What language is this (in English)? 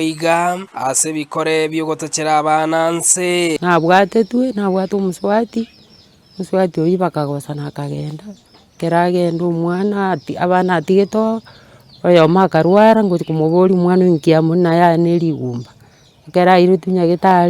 Gusii